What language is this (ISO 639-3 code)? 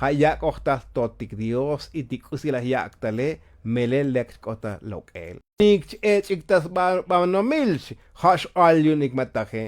tzo